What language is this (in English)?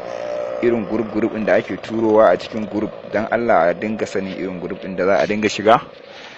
Hausa